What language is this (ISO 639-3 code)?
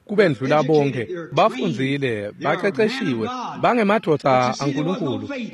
ssw